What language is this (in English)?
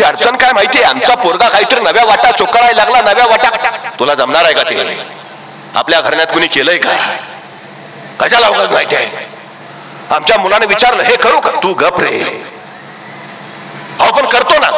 Marathi